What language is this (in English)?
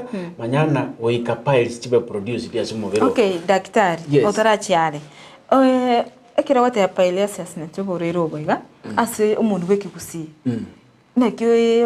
Gusii